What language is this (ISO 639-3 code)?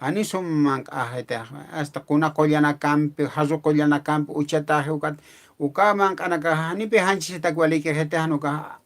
aym